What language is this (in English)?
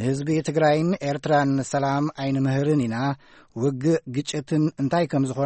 Tigrinya